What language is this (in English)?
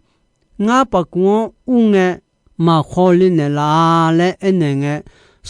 Akha